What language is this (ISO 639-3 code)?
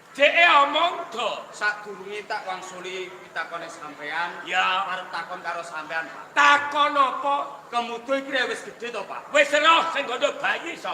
jav